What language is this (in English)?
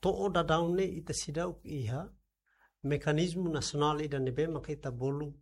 Tetum